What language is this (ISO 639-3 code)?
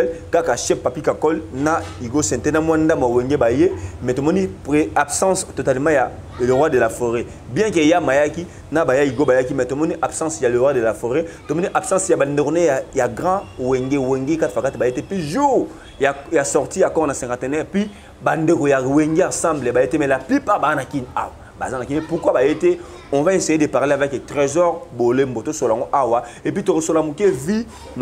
lin